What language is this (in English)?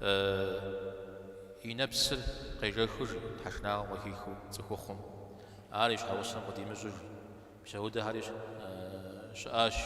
Kabardian